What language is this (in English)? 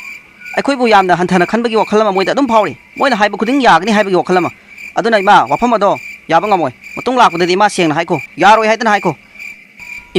Manipuri